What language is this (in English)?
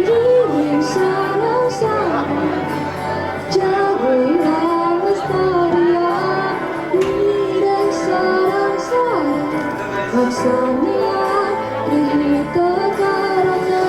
Balinese